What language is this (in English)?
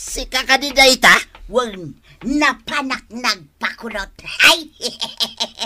Iloko